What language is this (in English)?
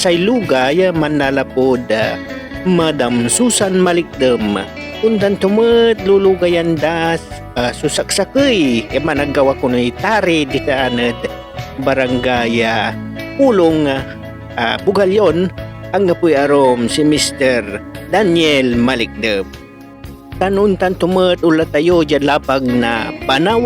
Pangasinan